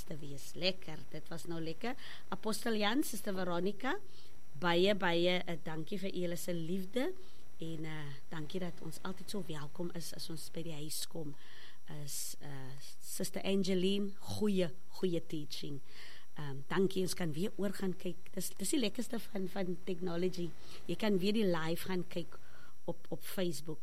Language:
Afrikaans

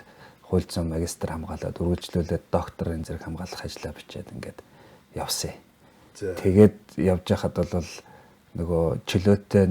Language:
Mongolian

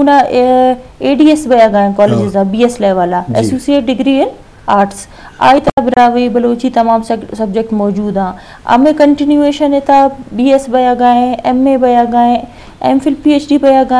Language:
Eastern Balochi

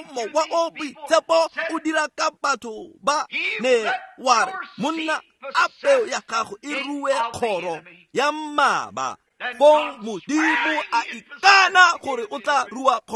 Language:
Tswana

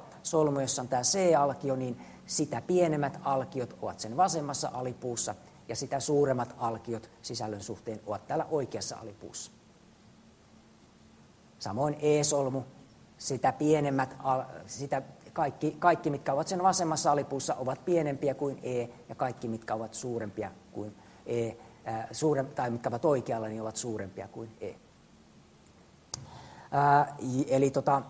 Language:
Finnish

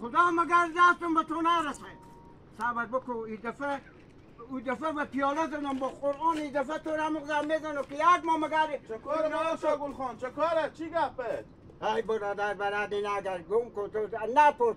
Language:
Hazaragi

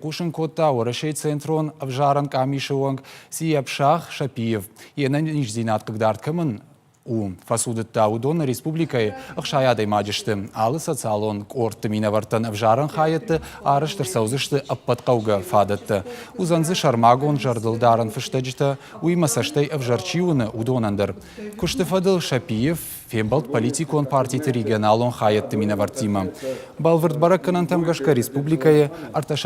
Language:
Ossetic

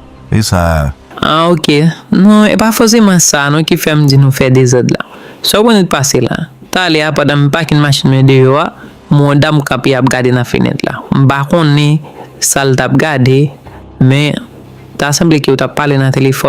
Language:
Haitian Creole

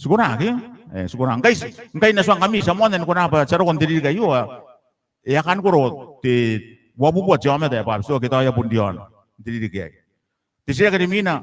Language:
Gilbertese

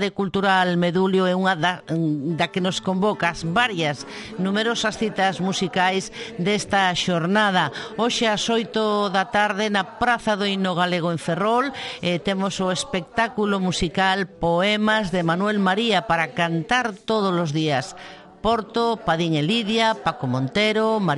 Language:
Galician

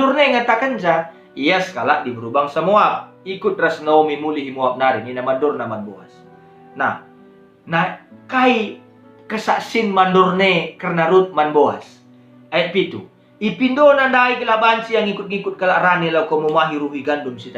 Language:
Batak Karo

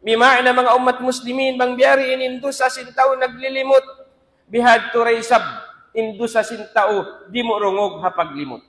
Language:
Tausug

